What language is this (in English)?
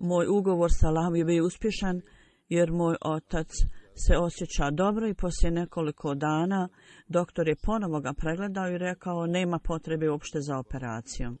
Bosnian